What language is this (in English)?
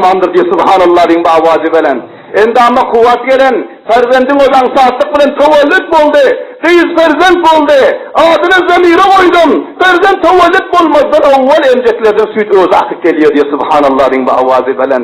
Turkmen